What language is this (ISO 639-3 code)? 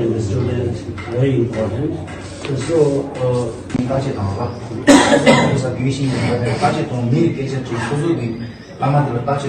bod